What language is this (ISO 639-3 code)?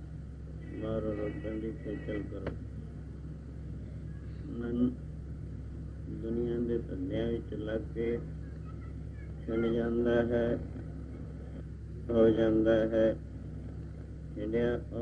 pan